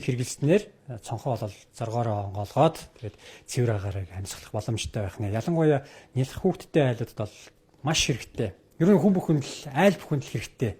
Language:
Mongolian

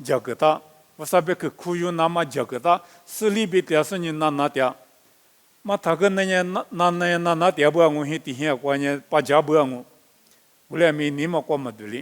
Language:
Lisu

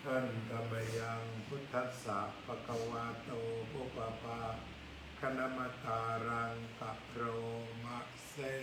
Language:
Pali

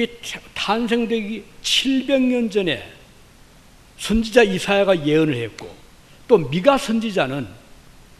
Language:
Korean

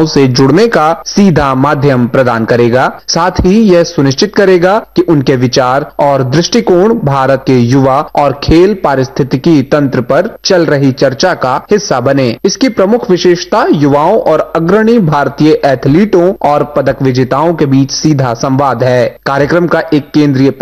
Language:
Hindi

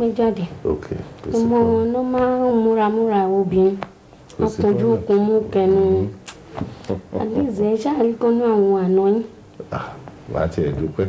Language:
Yoruba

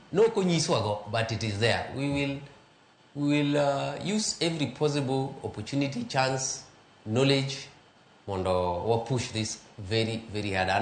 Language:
Luo (Kenya and Tanzania)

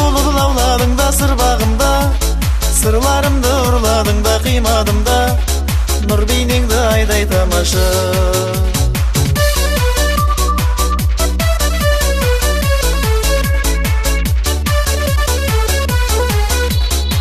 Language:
Kazakh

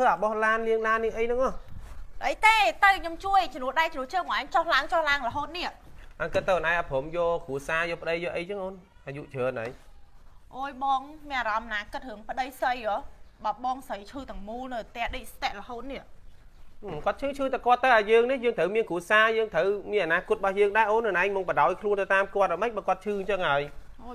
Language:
Khmer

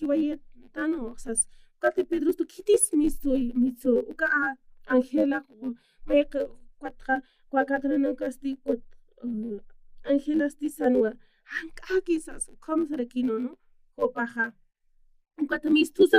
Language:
Aymara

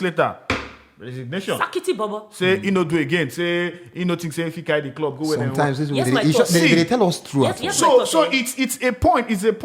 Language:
Nigerian Pidgin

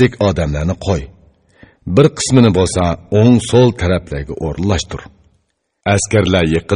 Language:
Uyghur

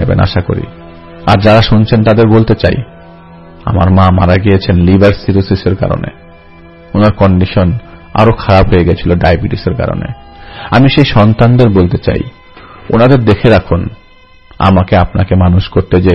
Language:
Bangla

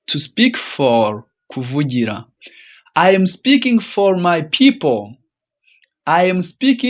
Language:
Kinyarwanda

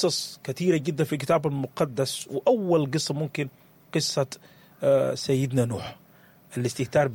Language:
Sudanese Arabic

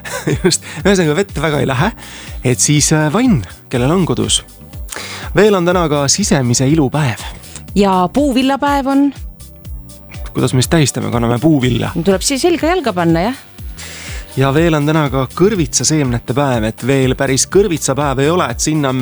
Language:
Estonian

